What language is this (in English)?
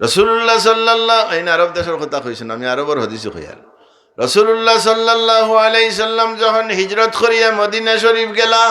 Sylheti